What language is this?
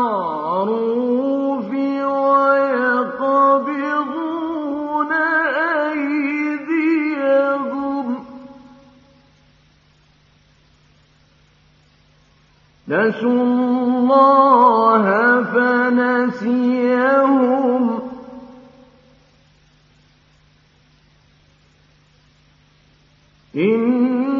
Arabic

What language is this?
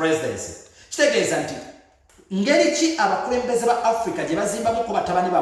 Ganda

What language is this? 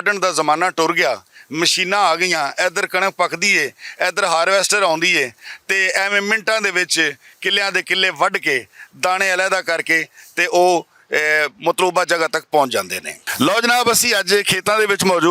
Western Panjabi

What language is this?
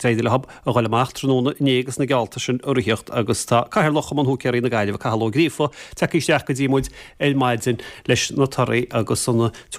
Irish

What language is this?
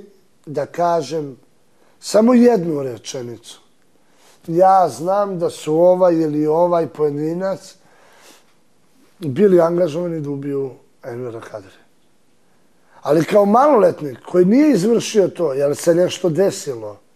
Serbian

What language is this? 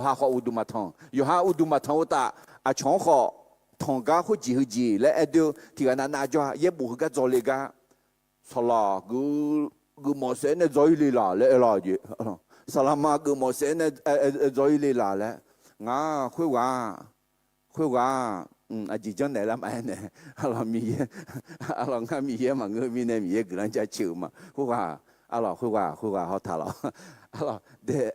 Akha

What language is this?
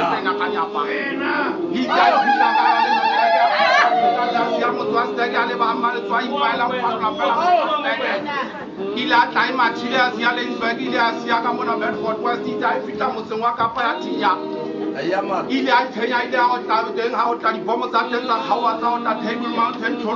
Southern Sotho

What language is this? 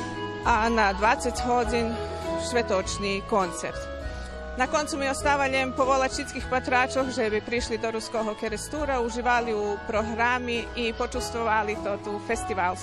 Rusyn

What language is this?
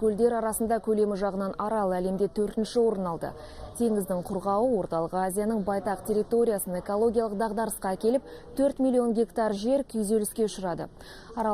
Kazakh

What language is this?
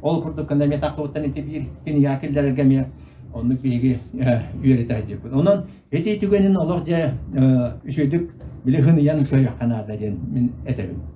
Yakut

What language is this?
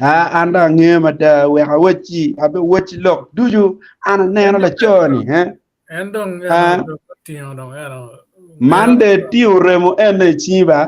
Acoli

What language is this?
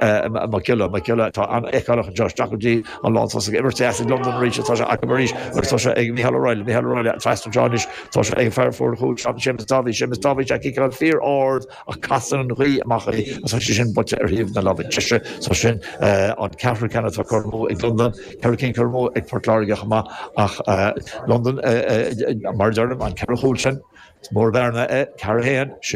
Irish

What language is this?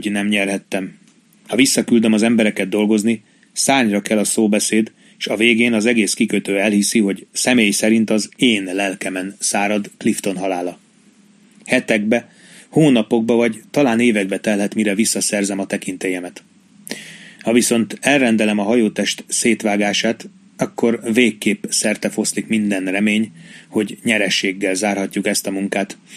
Hungarian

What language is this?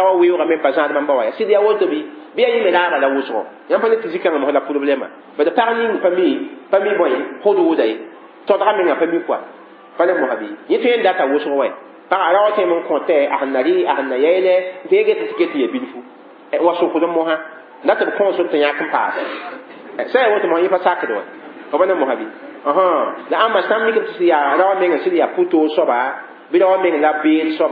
Mossi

